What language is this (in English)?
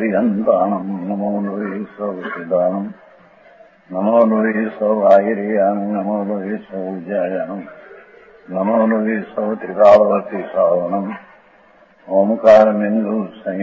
Gujarati